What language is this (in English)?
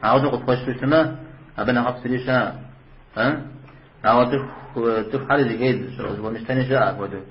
Kabardian